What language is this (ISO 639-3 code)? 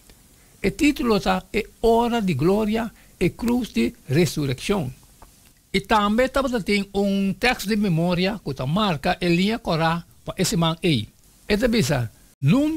pap